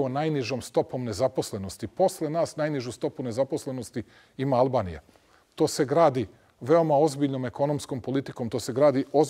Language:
Serbian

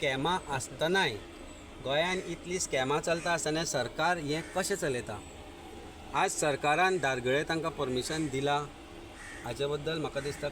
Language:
Konkani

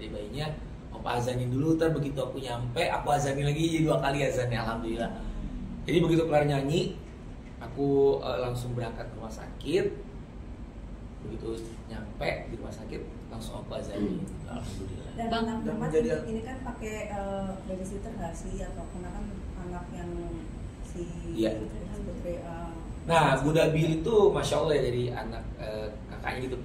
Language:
Indonesian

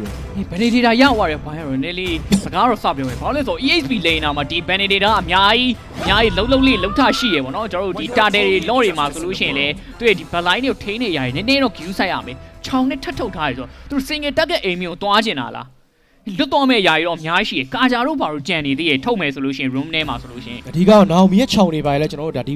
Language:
Burmese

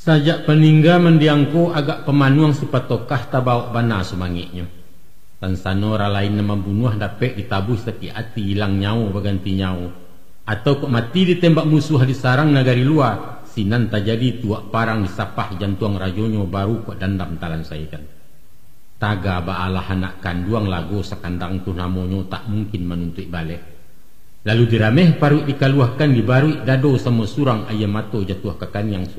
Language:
Minangkabau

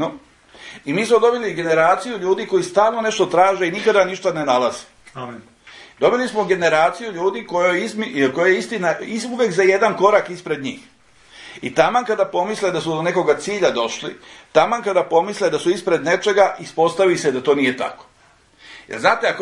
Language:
Serbian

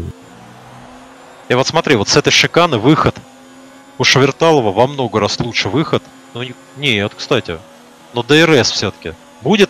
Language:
Russian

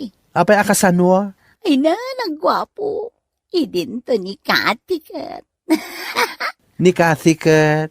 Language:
Iloko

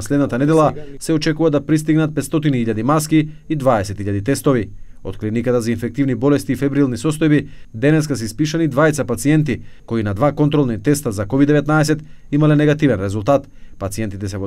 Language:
Macedonian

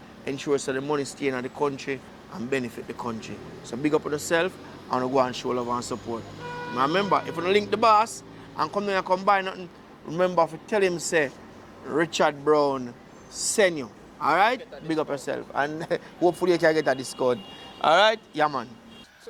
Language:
Jamaican Creole English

